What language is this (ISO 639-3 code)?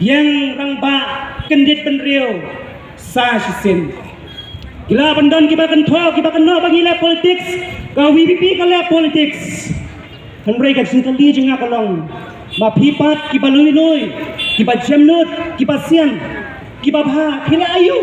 kha